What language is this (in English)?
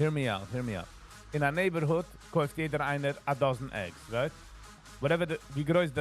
Yiddish